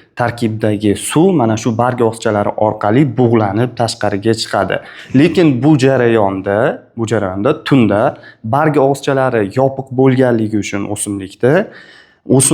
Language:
Uzbek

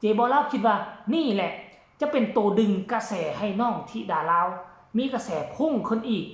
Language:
Northeastern Thai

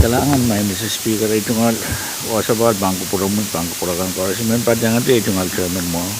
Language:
Pohnpeian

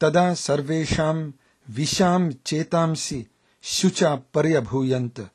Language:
Sanskrit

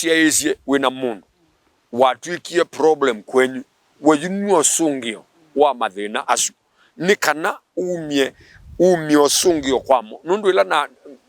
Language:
Kamba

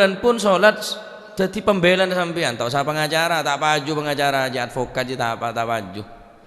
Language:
Madurese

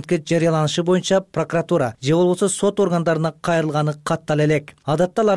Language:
Kyrgyz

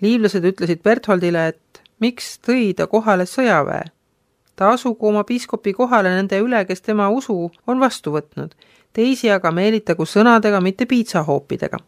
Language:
Estonian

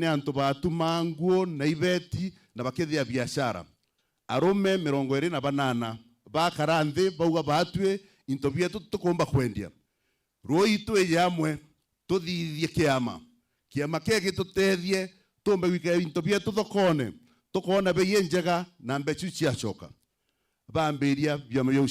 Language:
Meru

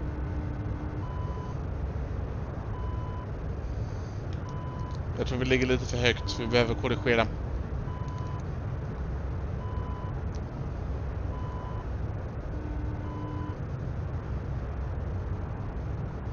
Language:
Swedish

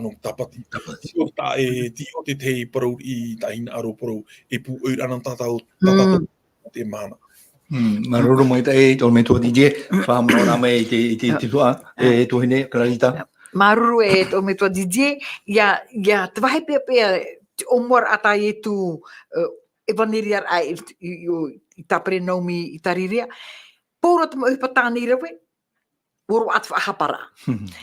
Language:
Tahitian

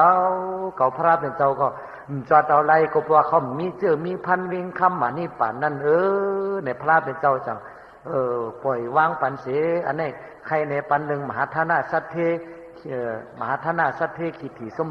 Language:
Shan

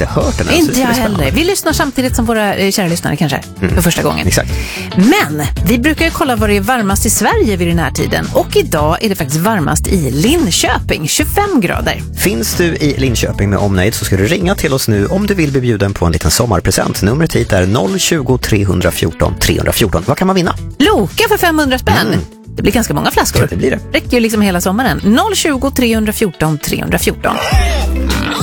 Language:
Swedish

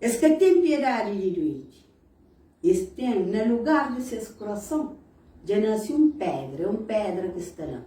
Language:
Kabuverdianu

